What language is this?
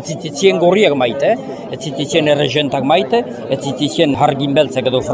Basque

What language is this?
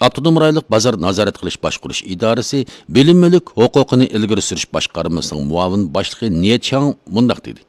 Uyghur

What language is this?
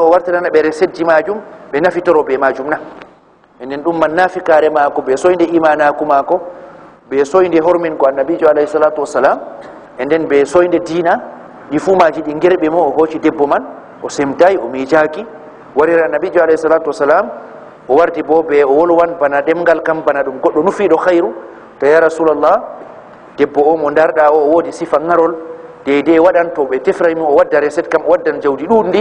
Fula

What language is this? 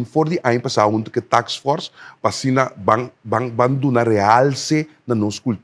Papiamento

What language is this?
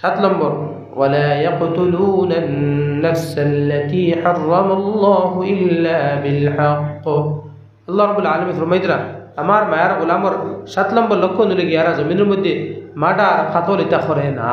Sylheti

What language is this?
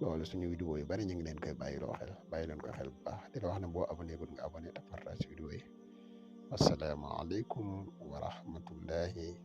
Wolof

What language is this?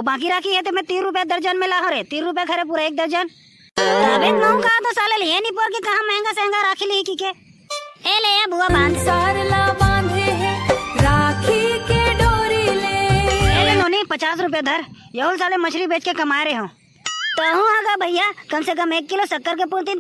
Chhattisgarhi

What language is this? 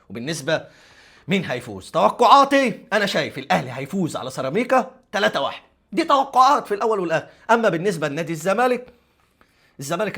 Egyptian Arabic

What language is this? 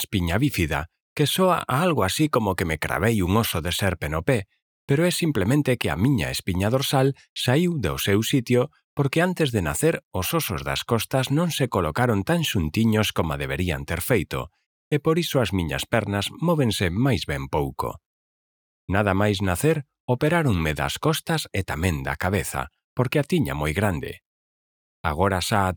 Galician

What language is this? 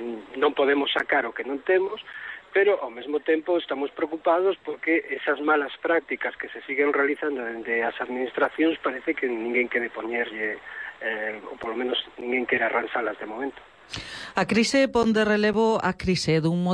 Galician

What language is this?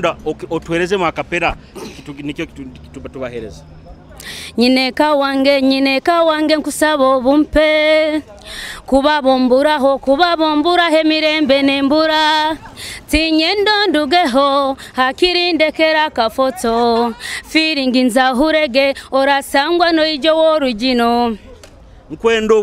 Nyoro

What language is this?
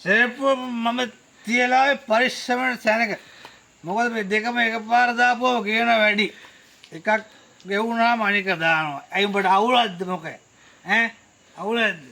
Sinhala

